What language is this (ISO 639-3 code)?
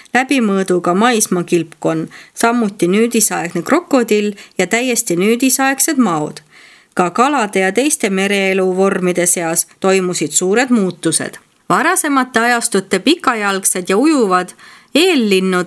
est